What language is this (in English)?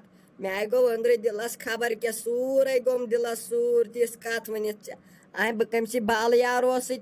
Kashmiri